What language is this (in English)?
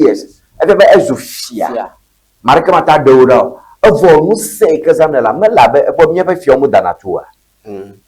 Ewe